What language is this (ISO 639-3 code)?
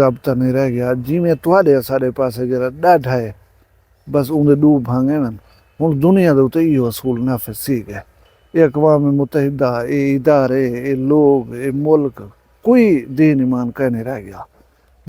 skr